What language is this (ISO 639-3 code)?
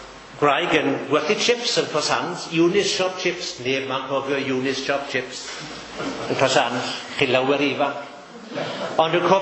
cym